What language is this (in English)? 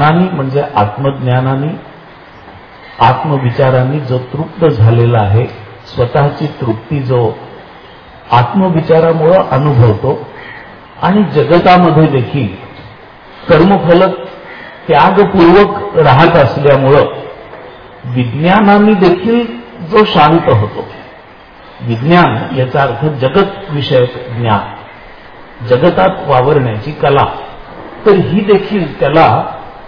Marathi